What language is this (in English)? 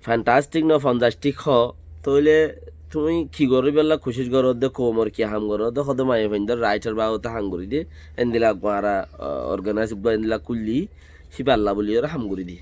Rohingya